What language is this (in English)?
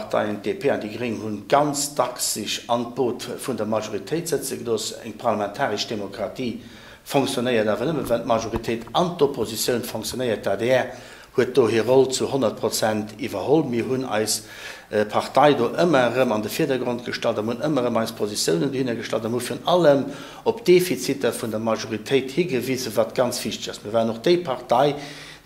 Luxembourgish